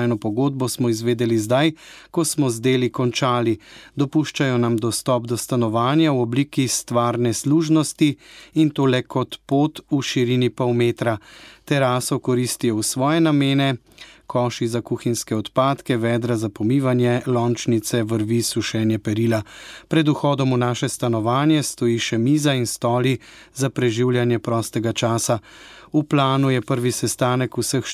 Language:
Slovenian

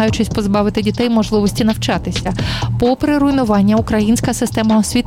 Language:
Ukrainian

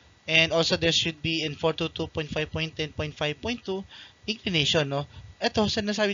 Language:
Filipino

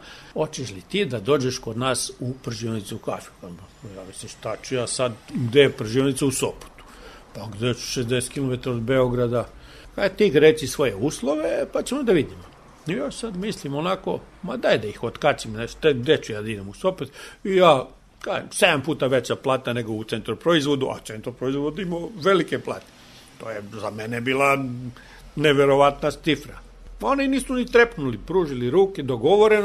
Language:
Serbian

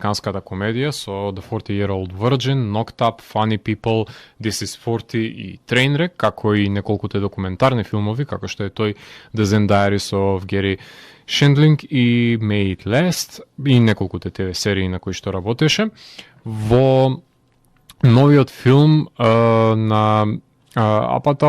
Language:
Macedonian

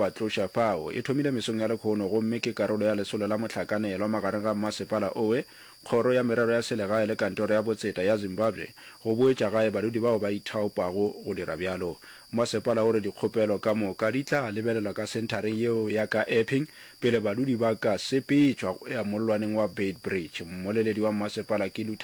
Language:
Northern Sotho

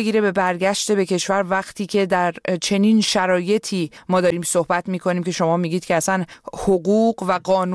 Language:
Persian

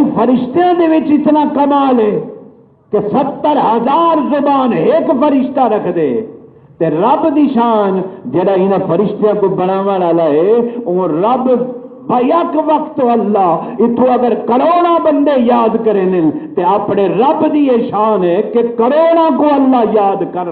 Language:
Saraiki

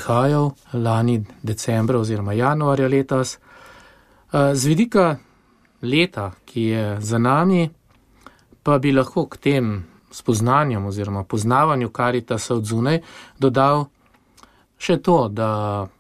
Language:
Slovenian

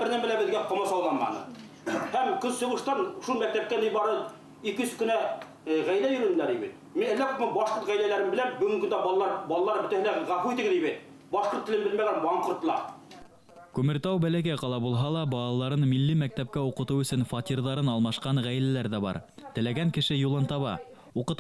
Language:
Bashkir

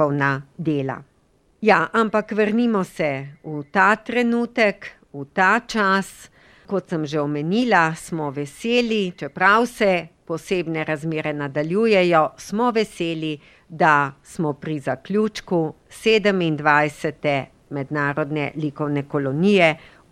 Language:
Slovenian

